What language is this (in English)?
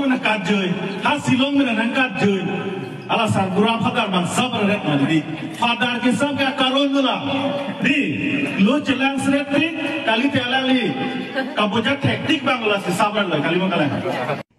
Karbi